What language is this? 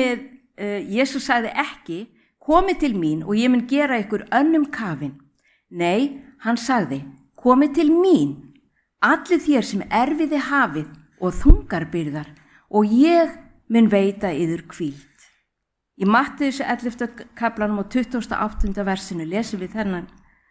Icelandic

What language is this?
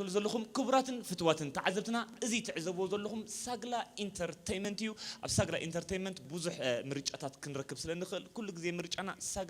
Tigrinya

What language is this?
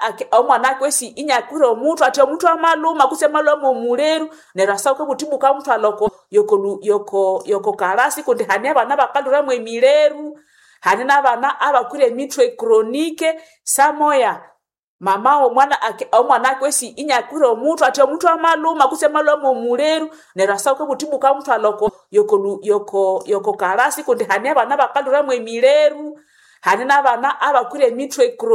Nande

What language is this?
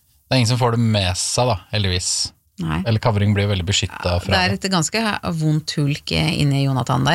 Norwegian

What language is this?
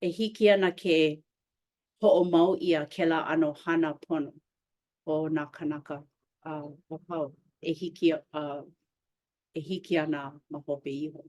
Hawaiian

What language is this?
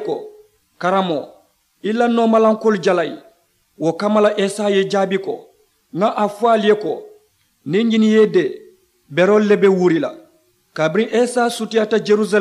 Mandingo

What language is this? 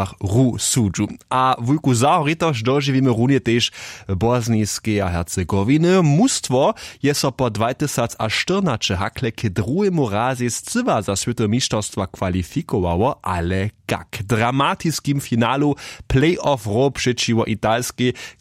Upper Sorbian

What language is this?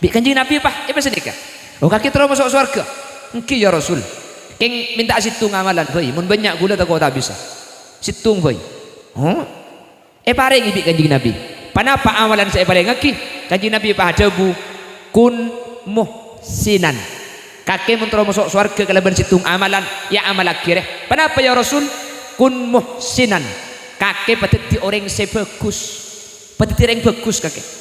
Madurese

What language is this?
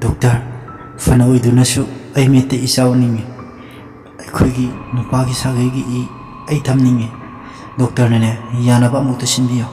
Manipuri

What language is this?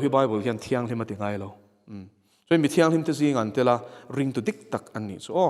Mizo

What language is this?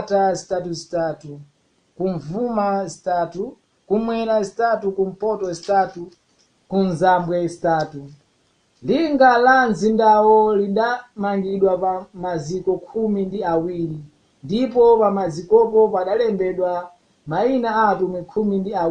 Nyanja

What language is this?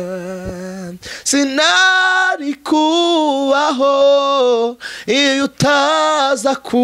Kinyarwanda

